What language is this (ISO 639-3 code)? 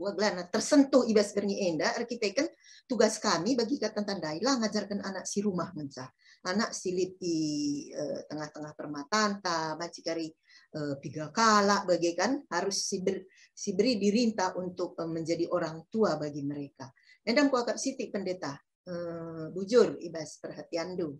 btx